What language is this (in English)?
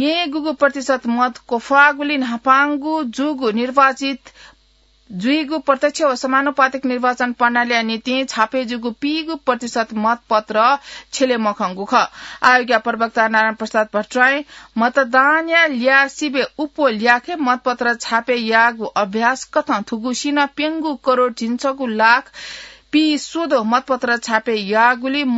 Newari